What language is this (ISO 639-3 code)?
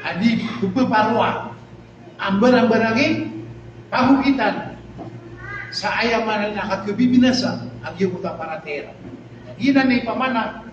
mrw